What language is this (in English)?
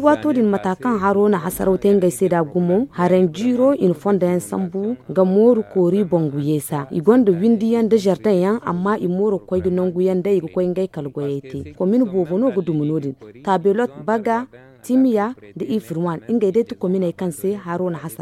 Zarma